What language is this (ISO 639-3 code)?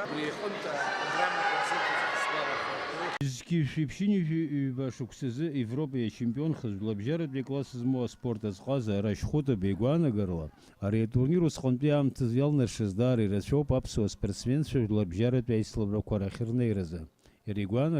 abk